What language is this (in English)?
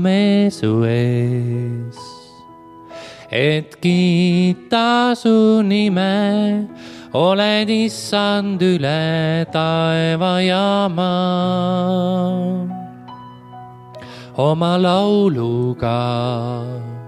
Estonian